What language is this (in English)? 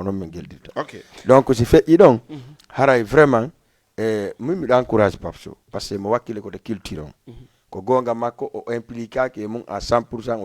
Fula